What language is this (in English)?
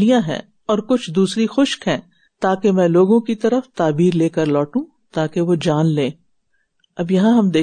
Urdu